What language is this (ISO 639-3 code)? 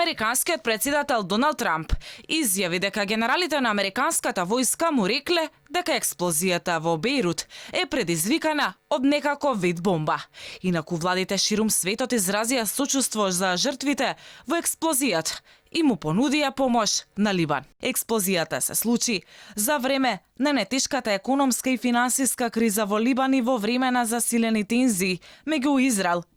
mkd